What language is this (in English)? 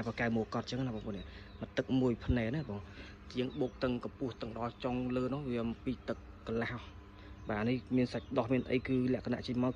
Khmer